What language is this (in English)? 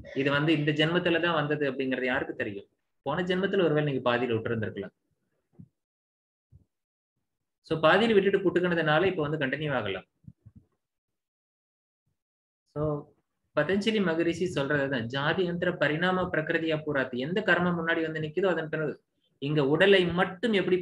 Tamil